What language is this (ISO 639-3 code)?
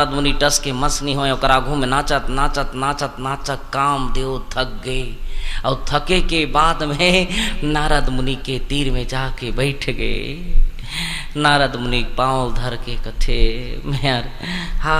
hne